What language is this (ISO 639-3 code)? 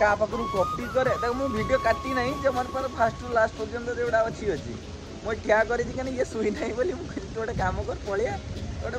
ori